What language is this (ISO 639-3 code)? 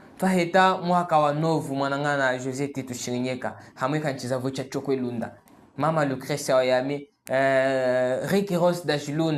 cjk